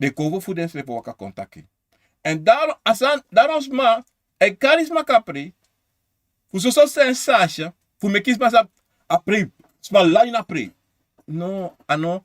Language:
Sranan Tongo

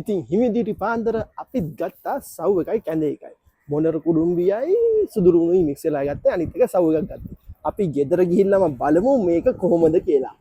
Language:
Sinhala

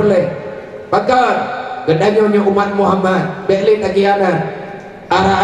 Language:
Achinese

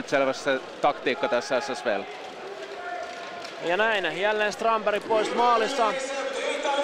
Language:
Finnish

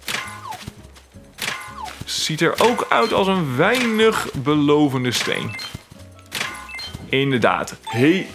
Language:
Dutch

